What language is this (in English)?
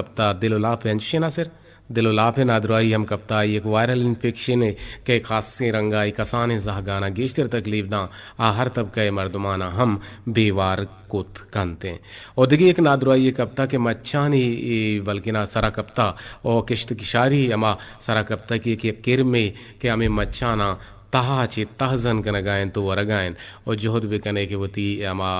Eastern Balochi